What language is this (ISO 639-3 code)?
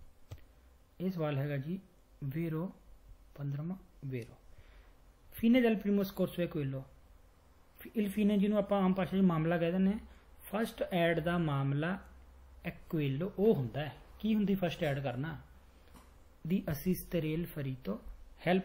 pan